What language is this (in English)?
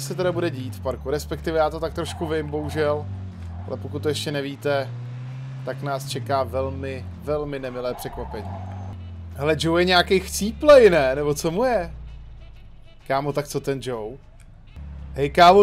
Czech